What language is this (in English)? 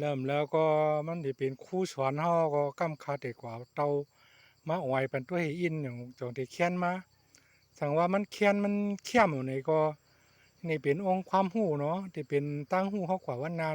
Shan